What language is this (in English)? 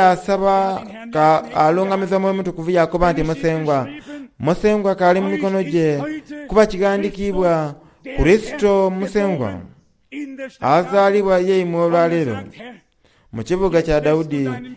Soga